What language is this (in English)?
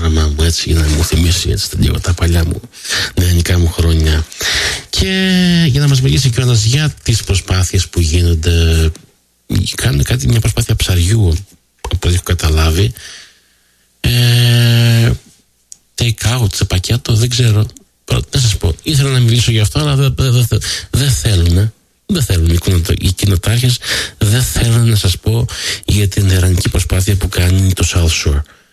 Greek